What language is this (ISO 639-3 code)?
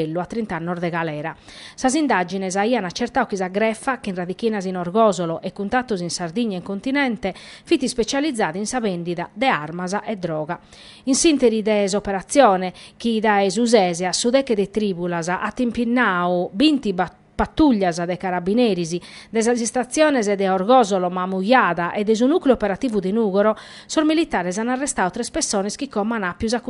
srd